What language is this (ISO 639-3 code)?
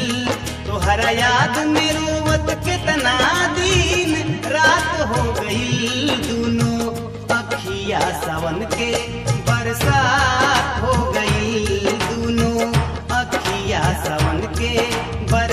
bho